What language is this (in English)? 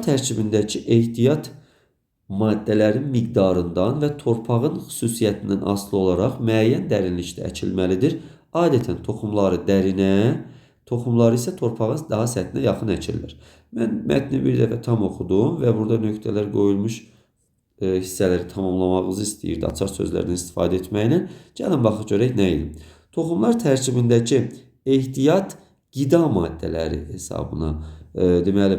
Azerbaijani